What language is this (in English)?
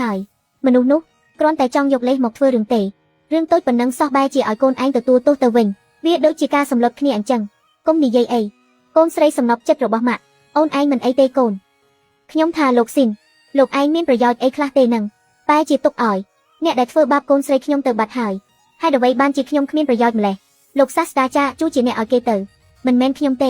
Khmer